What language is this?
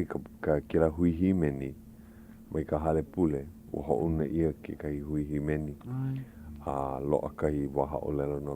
Hawaiian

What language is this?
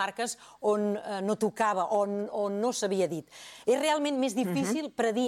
Catalan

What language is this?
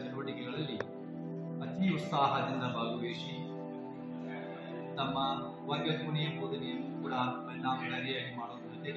Kannada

